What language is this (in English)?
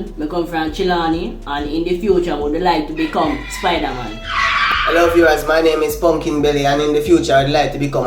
Jamaican Creole English